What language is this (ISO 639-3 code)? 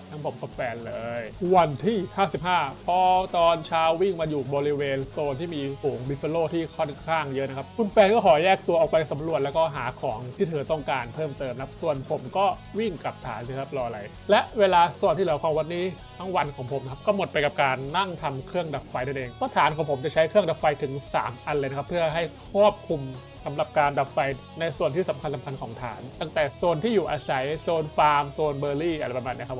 tha